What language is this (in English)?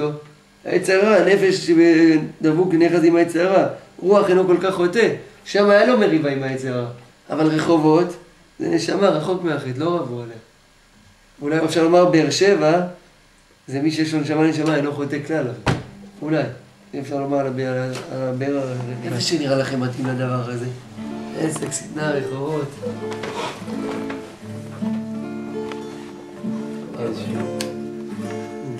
Hebrew